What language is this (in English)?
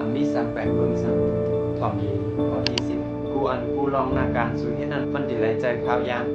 Shan